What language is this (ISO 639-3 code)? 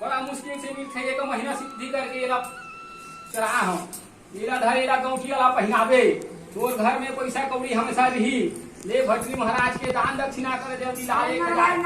hne